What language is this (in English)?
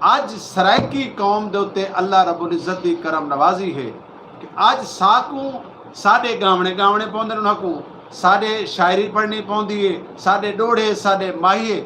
Saraiki